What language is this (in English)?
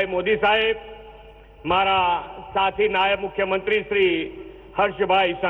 Gujarati